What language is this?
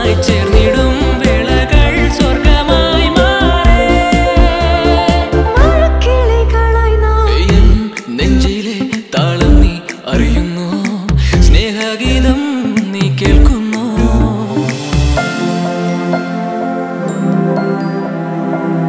Malayalam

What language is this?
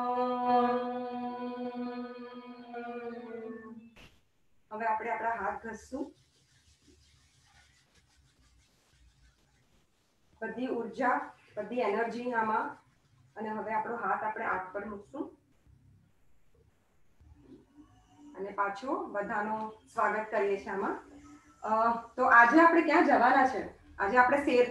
Gujarati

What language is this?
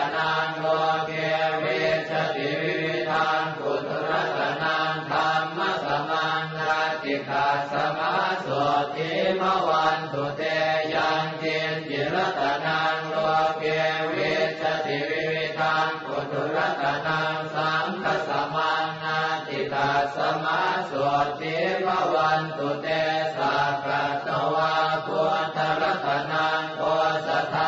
Pali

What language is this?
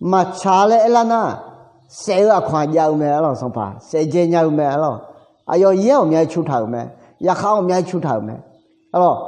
Akha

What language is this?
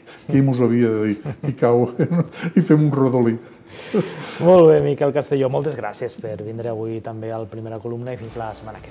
Catalan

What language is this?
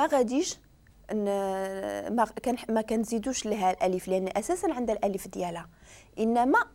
Moroccan Arabic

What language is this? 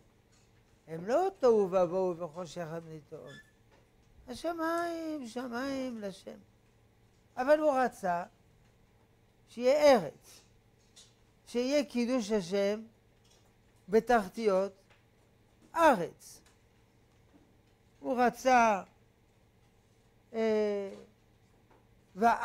Hebrew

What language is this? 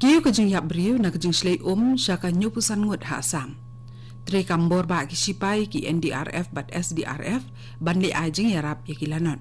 Khasi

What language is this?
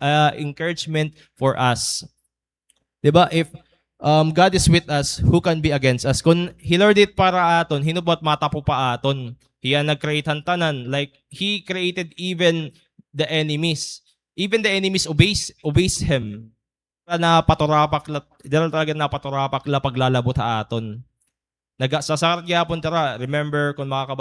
Waray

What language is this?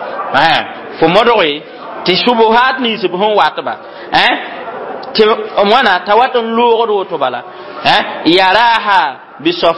Mossi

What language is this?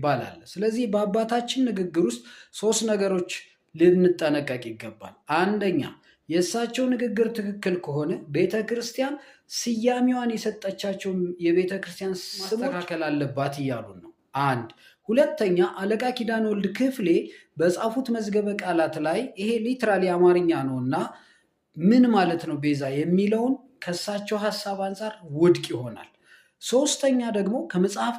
Amharic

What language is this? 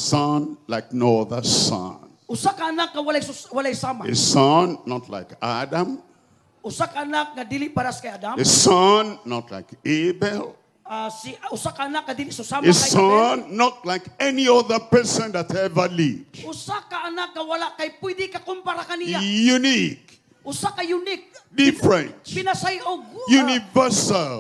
Cebuano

